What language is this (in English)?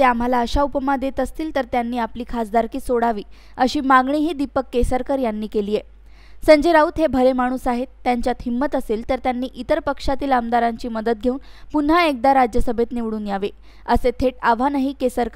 Marathi